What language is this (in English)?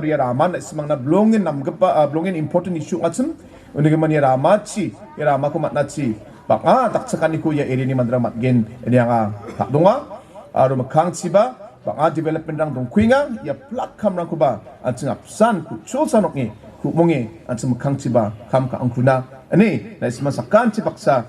Garo